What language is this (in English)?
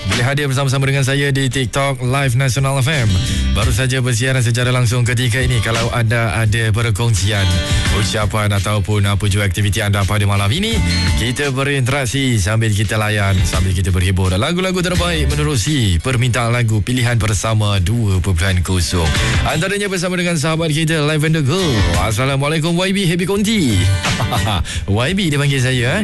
Malay